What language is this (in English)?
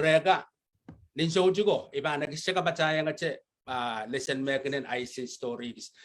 Pohnpeian